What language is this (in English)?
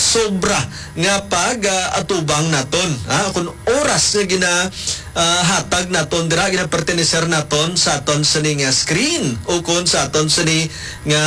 Hiligaynon